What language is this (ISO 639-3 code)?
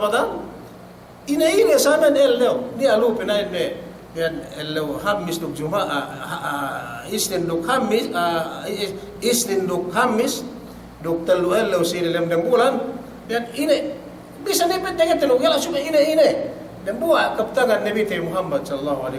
yka